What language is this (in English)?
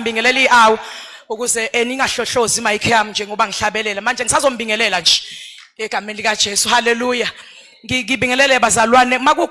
Zulu